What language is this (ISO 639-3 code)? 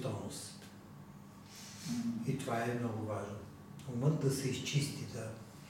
bul